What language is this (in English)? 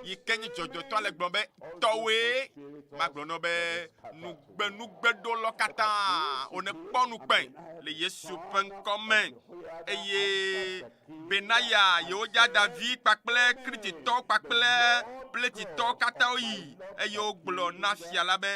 Ewe